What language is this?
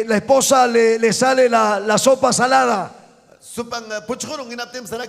Ayacucho Quechua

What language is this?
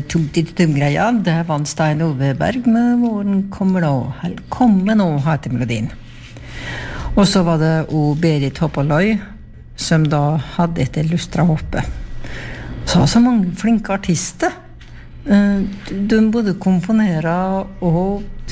Norwegian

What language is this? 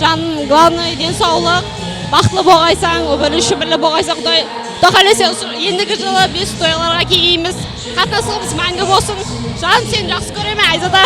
Kara-Kalpak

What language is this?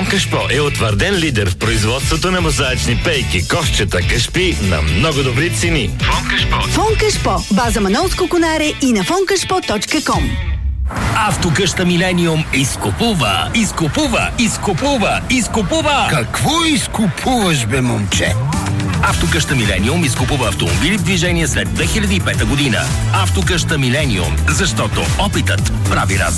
Bulgarian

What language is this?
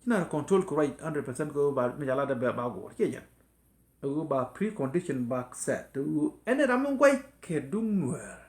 Nuer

